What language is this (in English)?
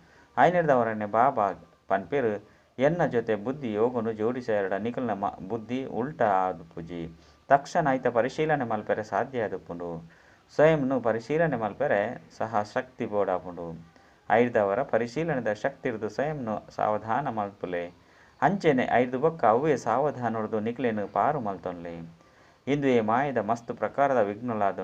Tulu